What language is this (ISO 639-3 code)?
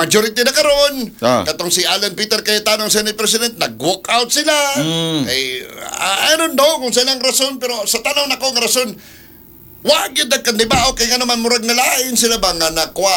ceb